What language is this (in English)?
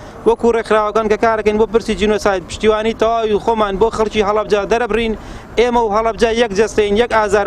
Central Kurdish